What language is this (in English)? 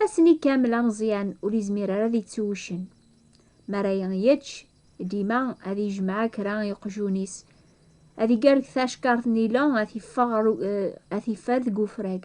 Kabyle